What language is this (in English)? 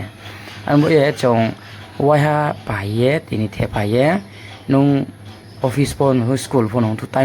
Riang (India)